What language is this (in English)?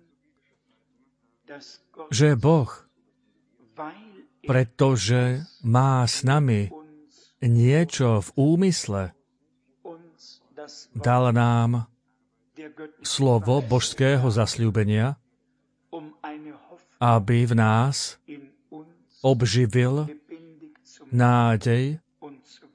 Slovak